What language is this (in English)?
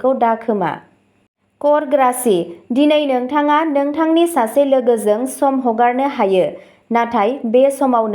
Bodo